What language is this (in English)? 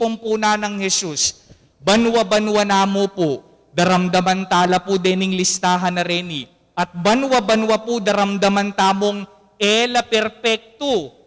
Pampanga